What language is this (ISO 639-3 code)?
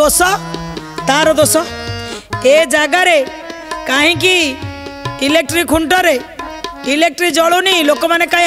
ori